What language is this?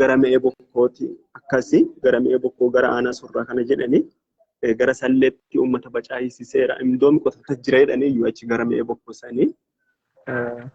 Oromo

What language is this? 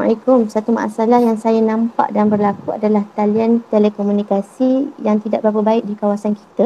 Malay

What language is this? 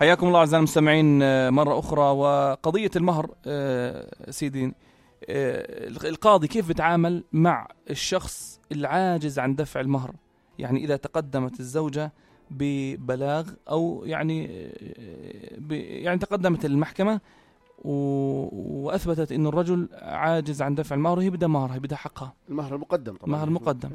North Levantine Arabic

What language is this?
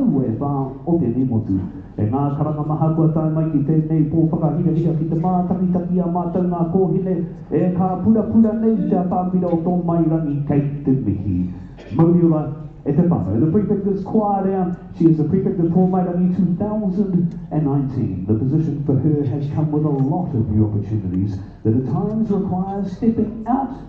Māori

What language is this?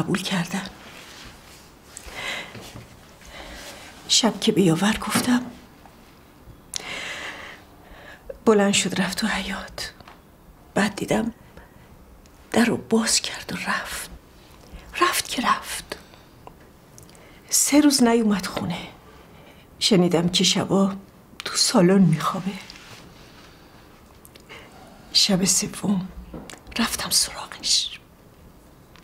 Persian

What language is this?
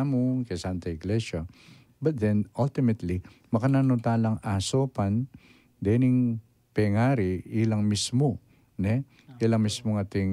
Pampanga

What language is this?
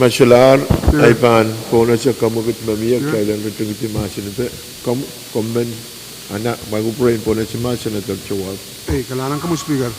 Pohnpeian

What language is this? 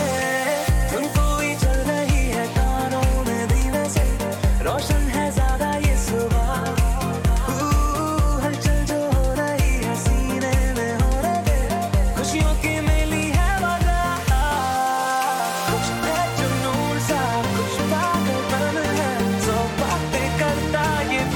Hindi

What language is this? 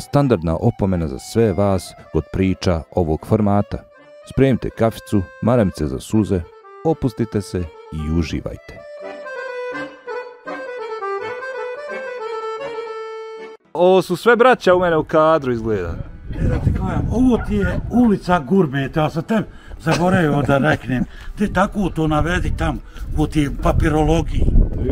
Bosnian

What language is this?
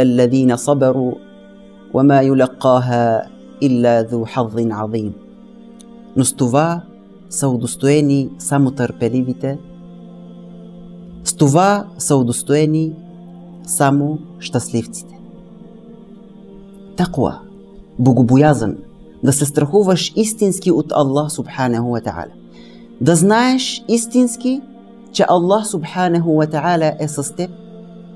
Bulgarian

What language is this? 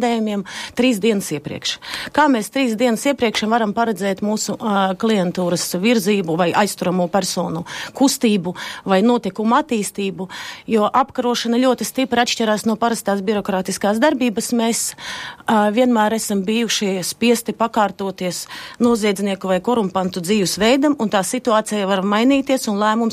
Latvian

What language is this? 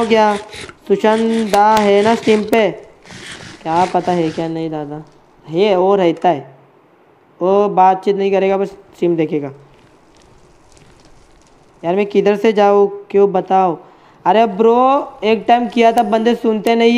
Hindi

